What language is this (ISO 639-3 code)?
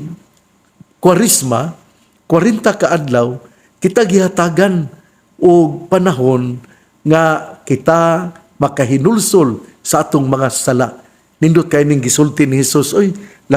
ceb